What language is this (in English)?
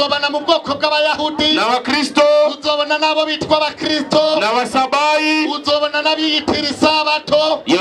Rundi